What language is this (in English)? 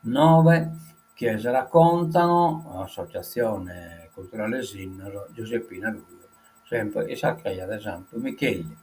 Sardinian